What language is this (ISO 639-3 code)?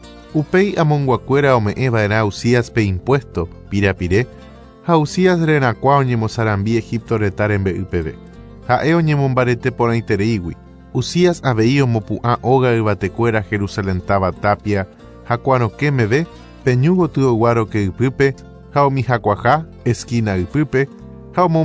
grn